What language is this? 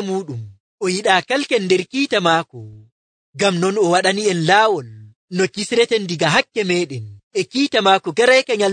Nigerian Fulfulde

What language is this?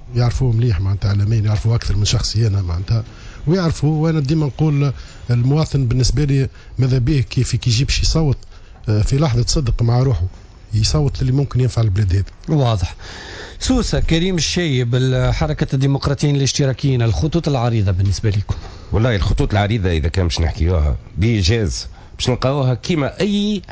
Tunisian Arabic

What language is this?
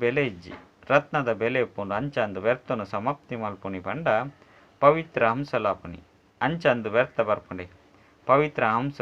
Tulu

